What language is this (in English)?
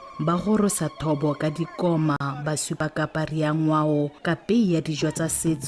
Tswana